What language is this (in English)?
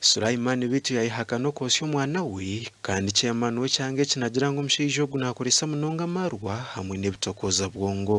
Nyankole